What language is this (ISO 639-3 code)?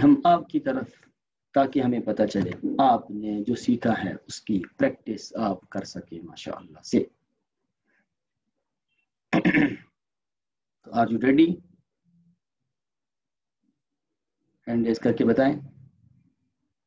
urd